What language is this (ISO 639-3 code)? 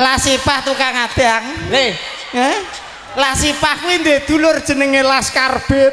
jav